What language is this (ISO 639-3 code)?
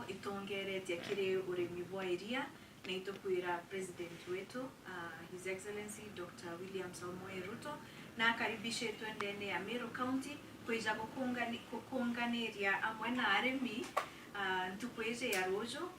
mer